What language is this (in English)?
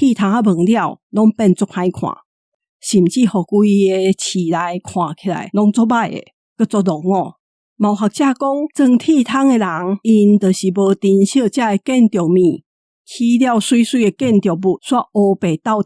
Min Nan Chinese